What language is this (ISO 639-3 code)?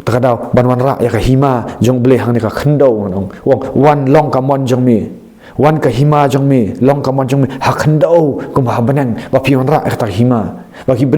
kha